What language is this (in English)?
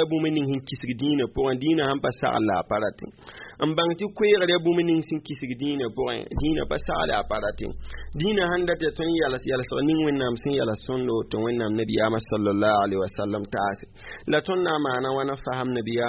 Mossi